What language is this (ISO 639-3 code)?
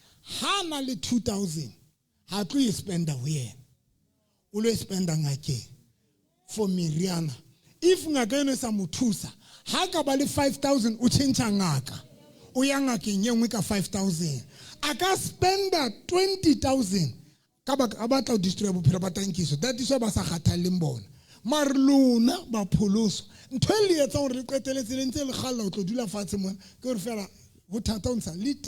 sot